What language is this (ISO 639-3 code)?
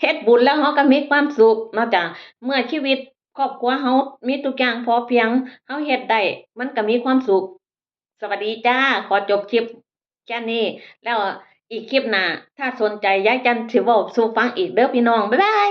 tts